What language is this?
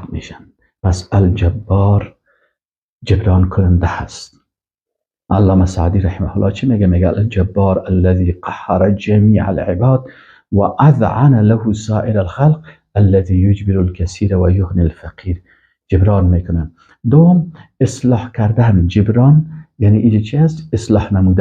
Persian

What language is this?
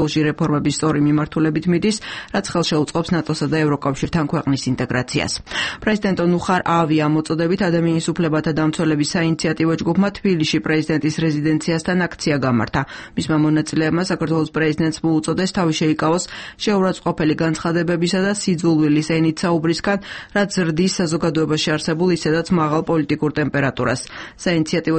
Georgian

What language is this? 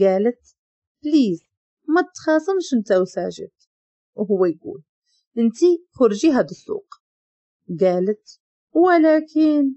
Moroccan Arabic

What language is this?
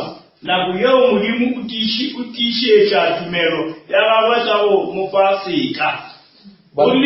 Northern Sotho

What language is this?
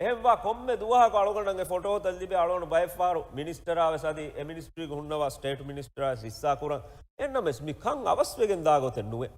Divehi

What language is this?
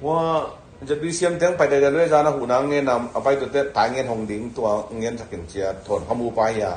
Tedim Chin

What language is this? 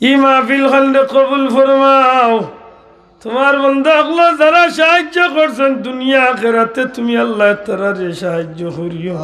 Sylheti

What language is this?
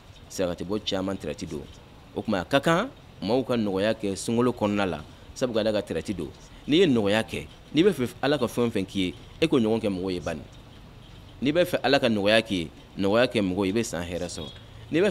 Bambara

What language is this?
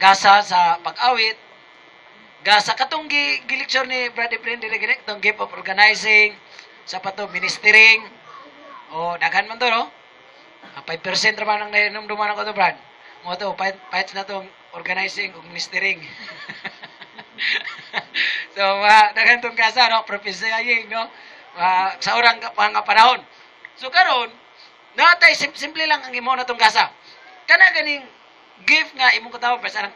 Cebuano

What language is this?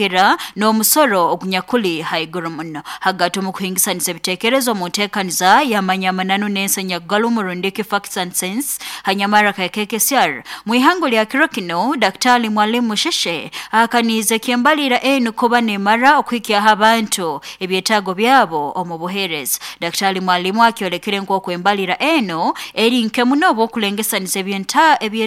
Nyoro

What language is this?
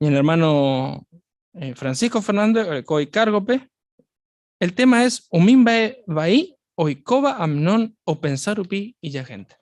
Guarani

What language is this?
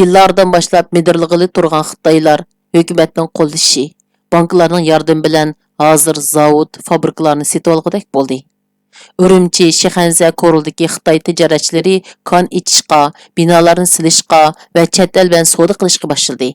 Uyghur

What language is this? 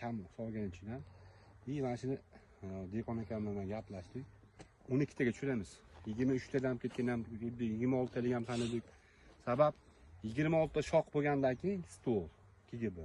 Uzbek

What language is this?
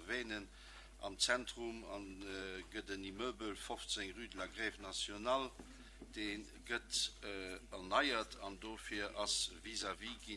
Luxembourgish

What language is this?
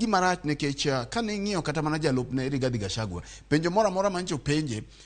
Luo (Kenya and Tanzania)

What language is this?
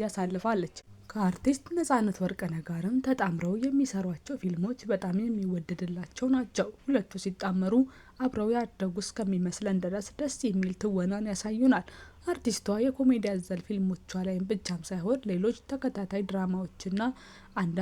Amharic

